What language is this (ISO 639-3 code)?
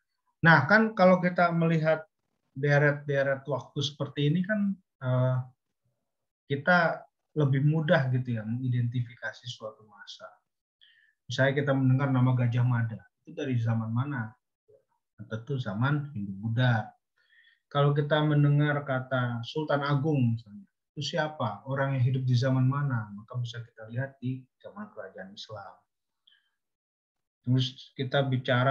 ind